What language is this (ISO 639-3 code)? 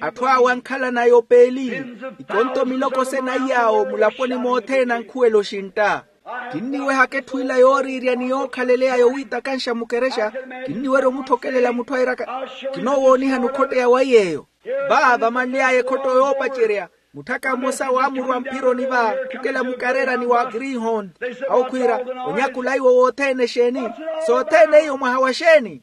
vmw